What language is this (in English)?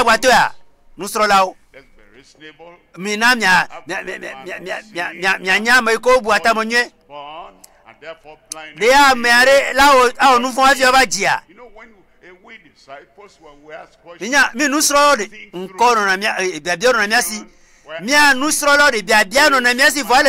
Ewe